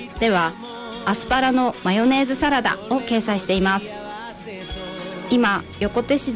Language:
Japanese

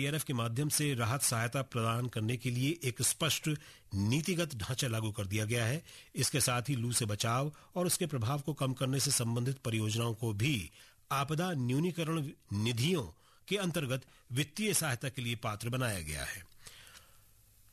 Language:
Hindi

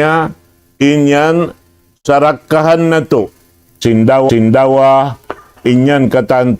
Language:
Tausug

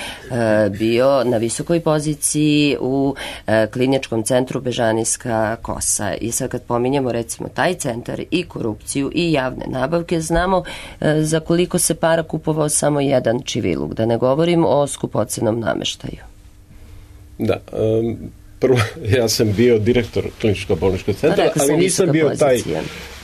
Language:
Serbian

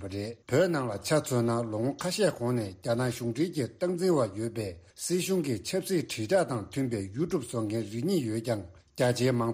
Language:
Tibetan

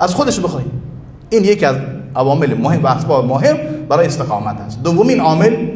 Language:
Persian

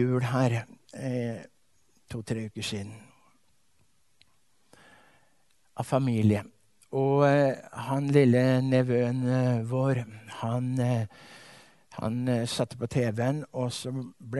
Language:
Norwegian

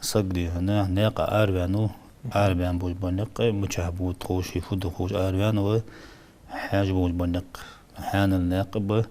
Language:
Ingush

